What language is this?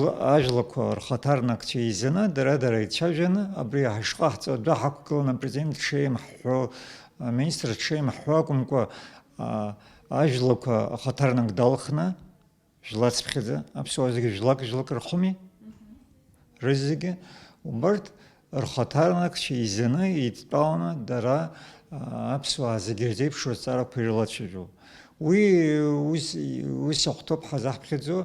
Abkhazian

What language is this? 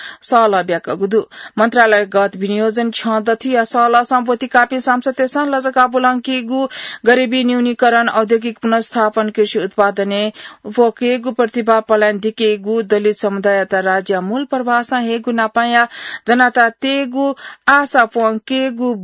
Newari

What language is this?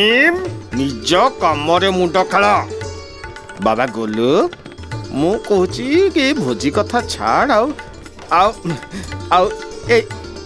Odia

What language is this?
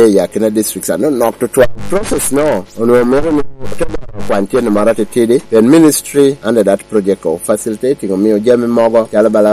Lango (Uganda)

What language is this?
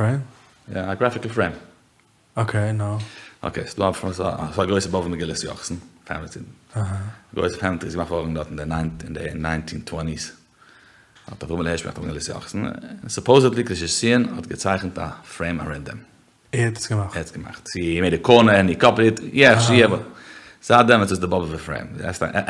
Yiddish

